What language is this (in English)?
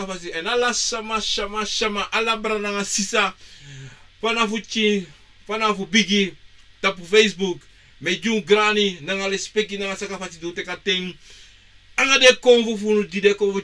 Sranan Tongo